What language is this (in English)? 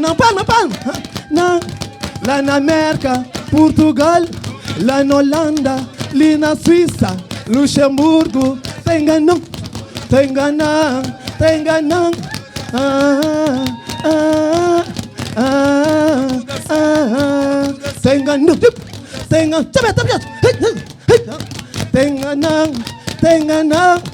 Kabuverdianu